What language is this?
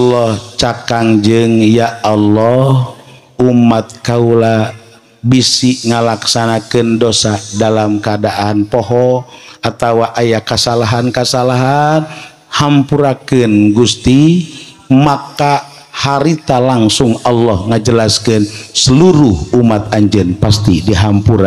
Sundanese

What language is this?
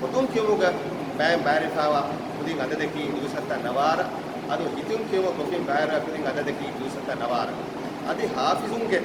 Divehi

